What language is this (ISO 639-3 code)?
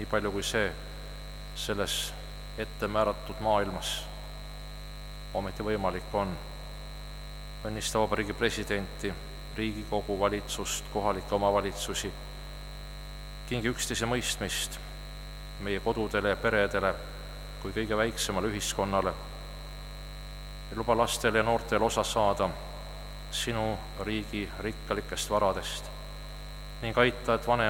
est